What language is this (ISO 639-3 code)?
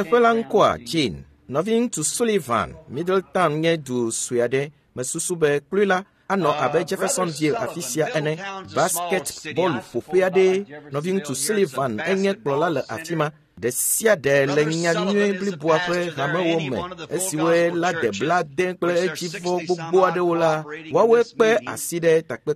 ewe